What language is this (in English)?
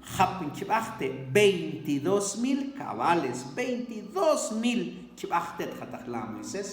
Mam